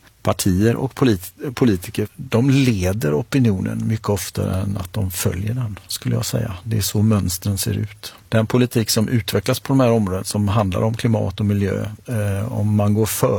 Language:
Swedish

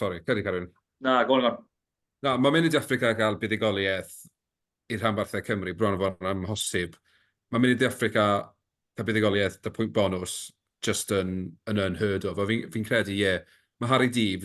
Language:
Welsh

